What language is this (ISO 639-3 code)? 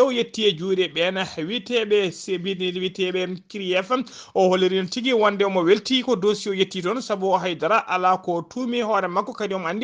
ful